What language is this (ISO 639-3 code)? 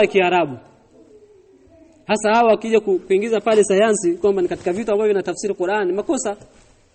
swa